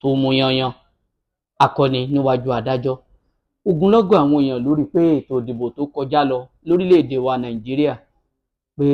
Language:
Yoruba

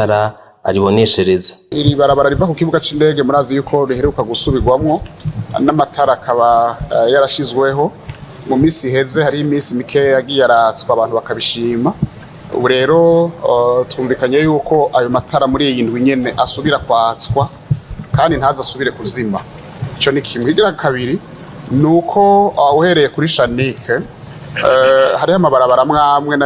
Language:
Rundi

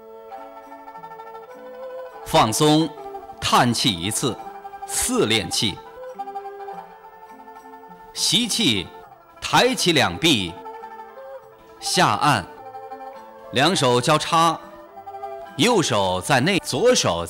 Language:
Chinese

